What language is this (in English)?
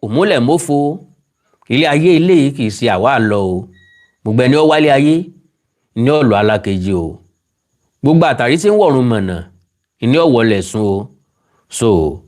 Yoruba